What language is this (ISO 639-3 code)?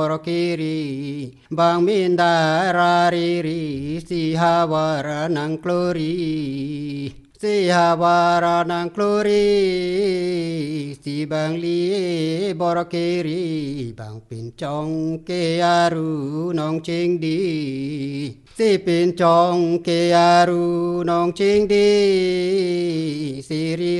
mjw